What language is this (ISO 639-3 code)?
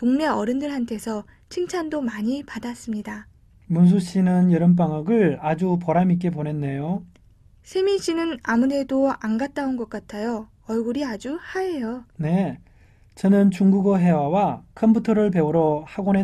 kor